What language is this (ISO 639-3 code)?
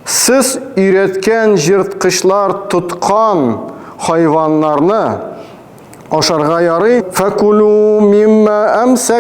tat